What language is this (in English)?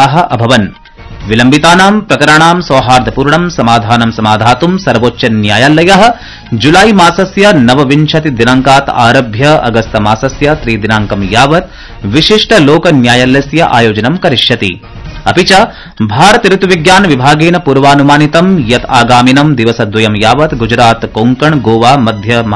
Sanskrit